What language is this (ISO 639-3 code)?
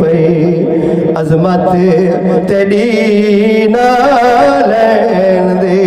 skr